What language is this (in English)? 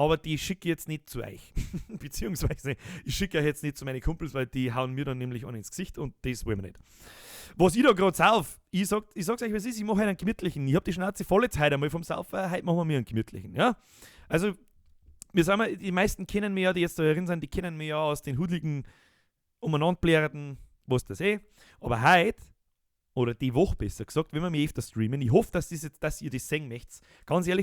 Bavarian